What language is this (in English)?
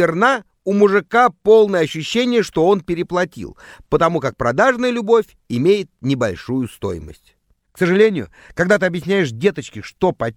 Russian